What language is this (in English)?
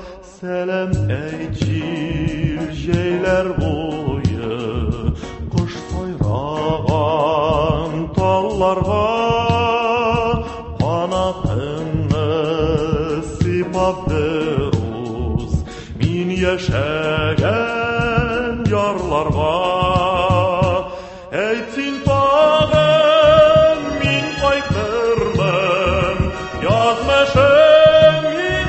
Tatar